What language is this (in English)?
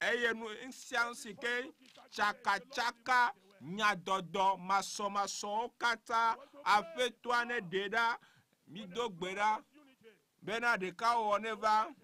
Ewe